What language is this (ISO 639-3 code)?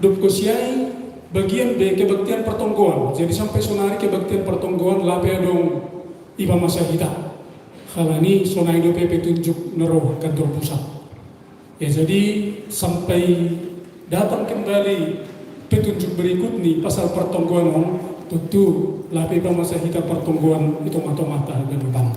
bts